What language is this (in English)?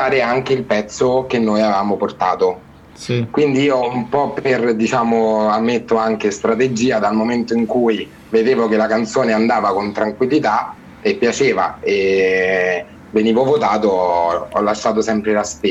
Italian